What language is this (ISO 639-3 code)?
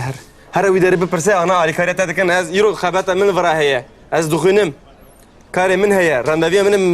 kur